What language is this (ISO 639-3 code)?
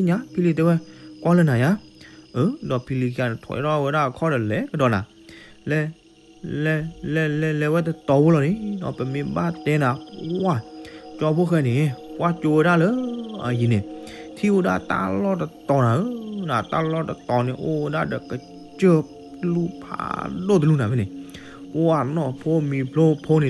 ksw